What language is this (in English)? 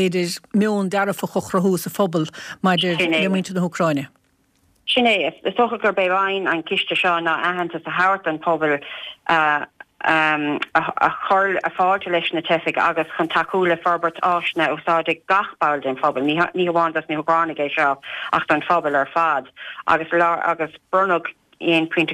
Irish